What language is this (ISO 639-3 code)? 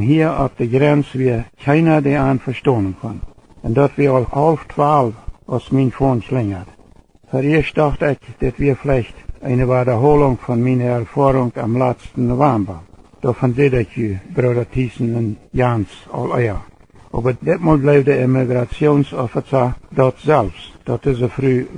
pdt